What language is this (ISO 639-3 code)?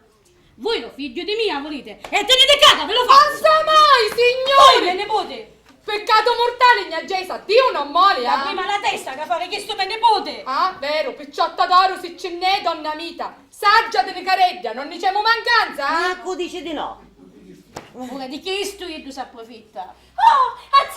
scn